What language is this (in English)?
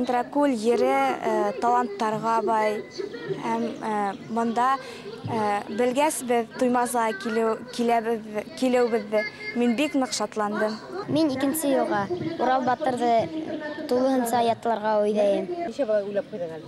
Bashkir